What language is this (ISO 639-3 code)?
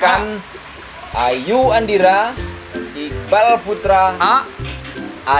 min